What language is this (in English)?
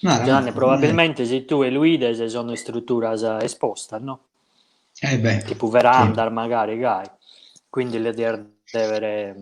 Sardinian